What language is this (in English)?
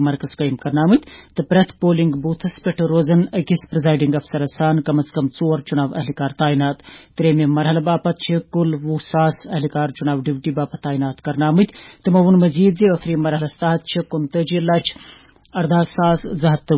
Kashmiri